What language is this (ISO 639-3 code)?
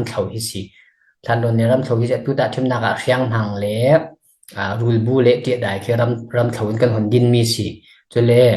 cfm